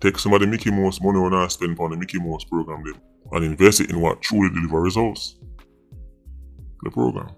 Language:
Jamaican Creole English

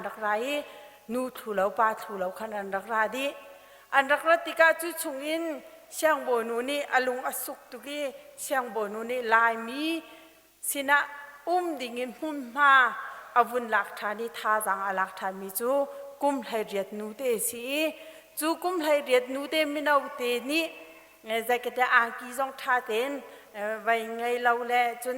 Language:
Hakha Chin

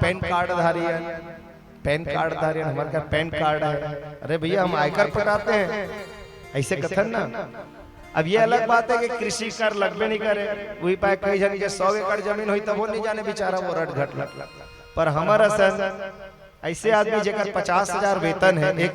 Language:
Chhattisgarhi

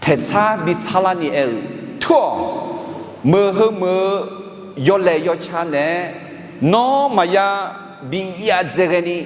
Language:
Akha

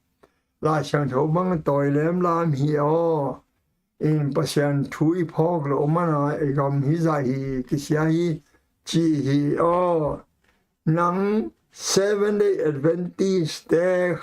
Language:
Tedim Chin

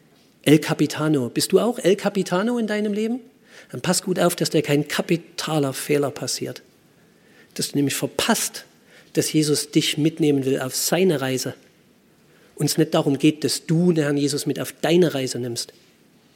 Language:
German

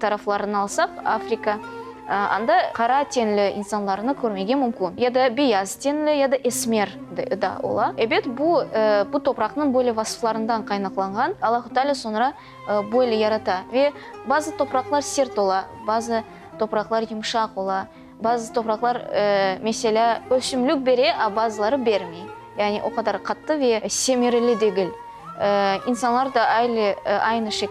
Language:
Crimean Tatar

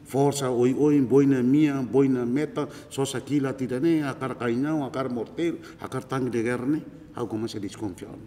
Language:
Tetum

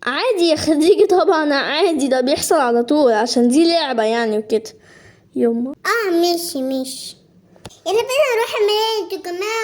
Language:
Egyptian Arabic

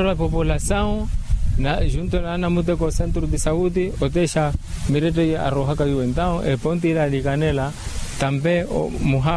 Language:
Makhuwa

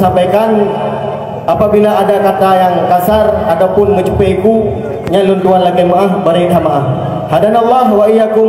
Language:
Achinese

